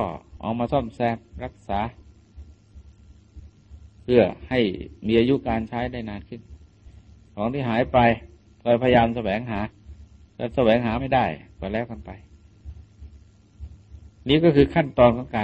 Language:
Thai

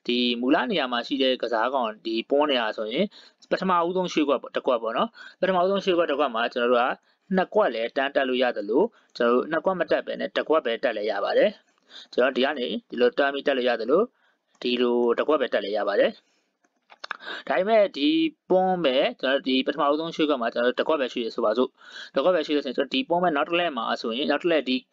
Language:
Burmese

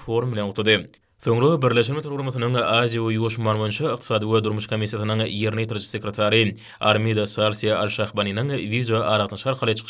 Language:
Turkmen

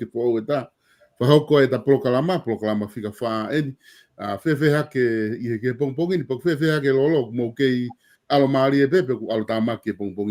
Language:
Tongan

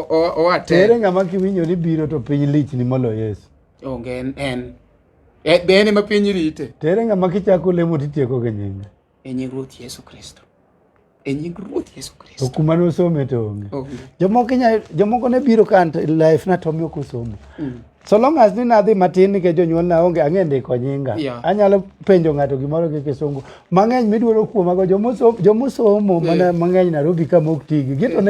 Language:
Luo (Kenya and Tanzania)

